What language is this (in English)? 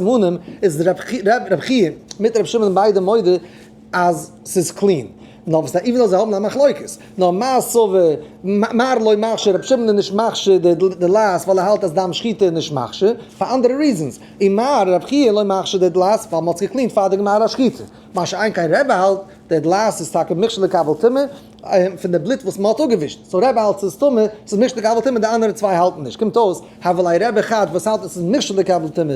Yiddish